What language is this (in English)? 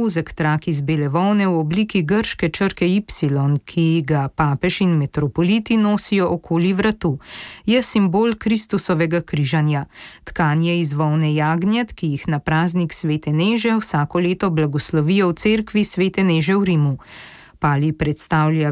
Slovenian